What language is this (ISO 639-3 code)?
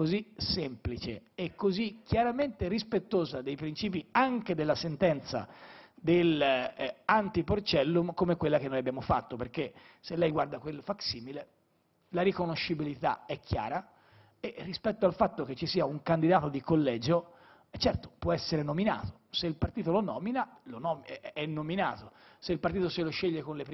ita